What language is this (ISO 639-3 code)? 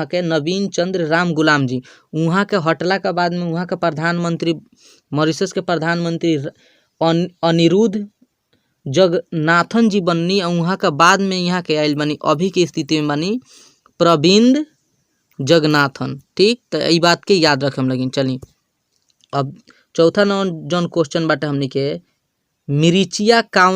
bho